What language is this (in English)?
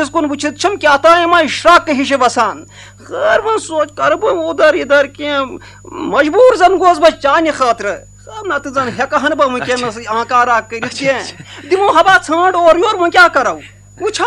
Kashmiri